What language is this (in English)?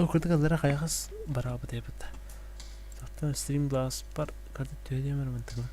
Yakut